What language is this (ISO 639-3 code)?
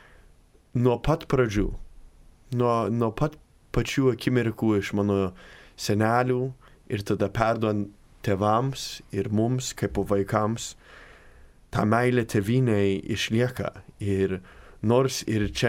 lit